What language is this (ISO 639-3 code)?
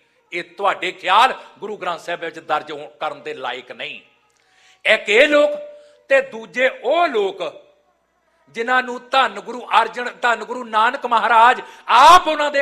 pan